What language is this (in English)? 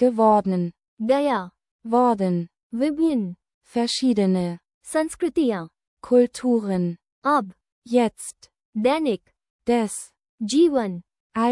Hindi